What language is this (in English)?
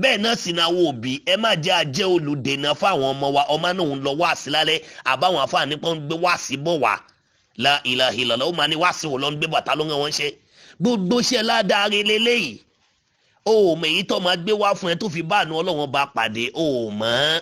Yoruba